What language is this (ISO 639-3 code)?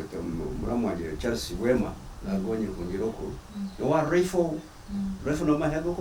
nyn